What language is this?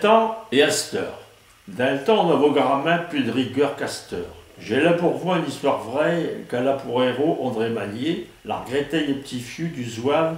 Picard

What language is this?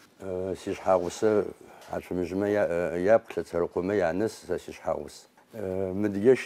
Adyghe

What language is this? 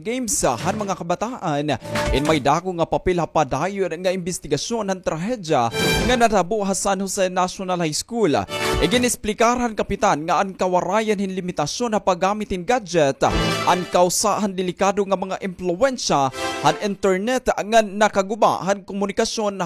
Waray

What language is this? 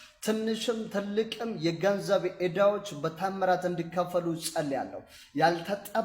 Amharic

